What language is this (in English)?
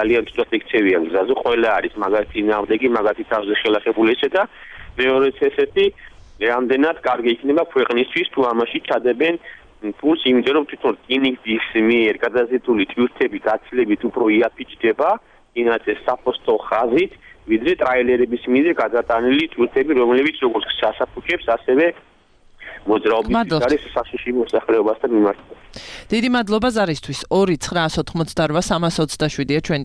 Georgian